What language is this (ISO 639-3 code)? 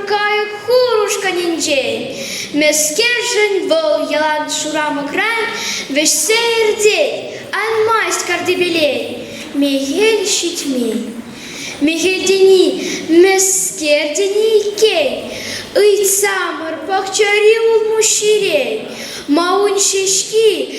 chv